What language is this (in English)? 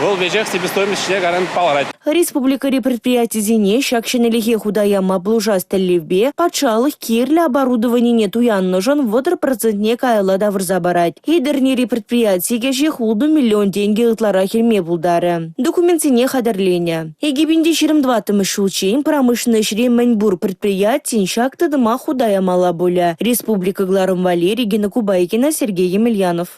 Chuvash